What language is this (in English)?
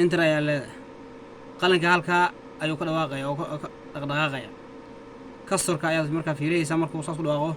Somali